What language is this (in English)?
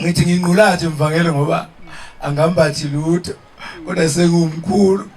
Zulu